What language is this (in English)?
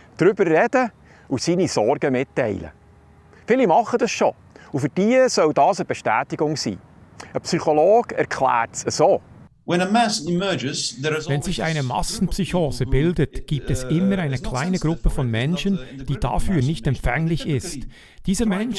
Swiss German